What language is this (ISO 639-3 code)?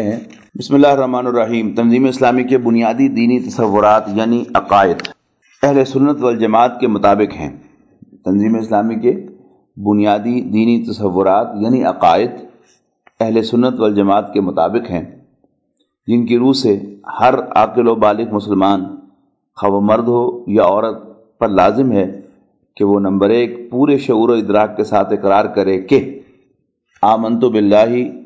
urd